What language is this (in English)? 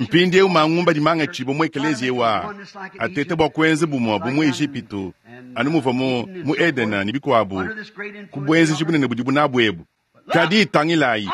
Luba-Lulua